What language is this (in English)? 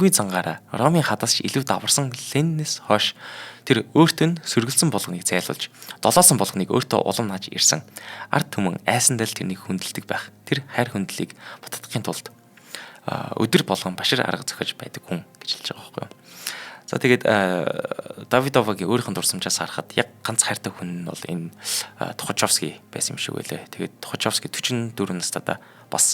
Mongolian